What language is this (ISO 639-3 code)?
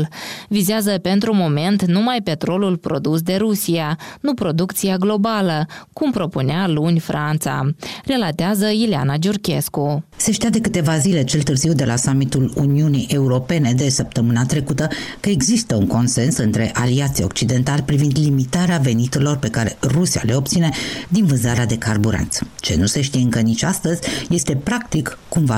ron